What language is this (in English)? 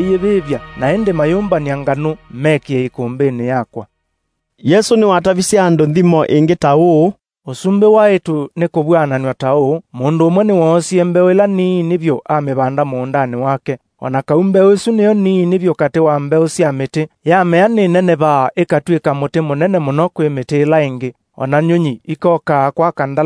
Kamba